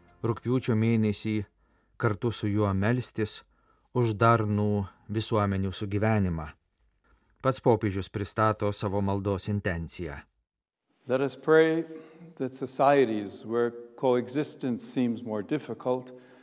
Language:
Lithuanian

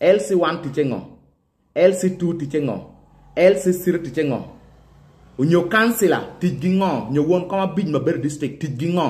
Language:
Acoli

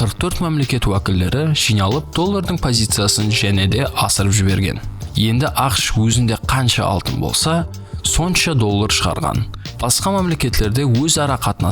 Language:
Kara-Kalpak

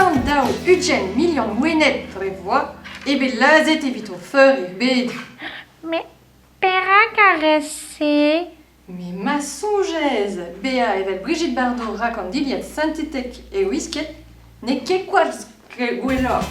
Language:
Breton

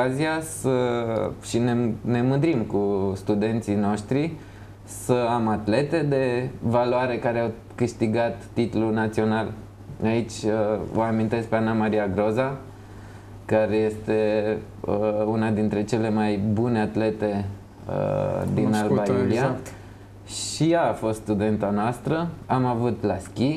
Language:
Romanian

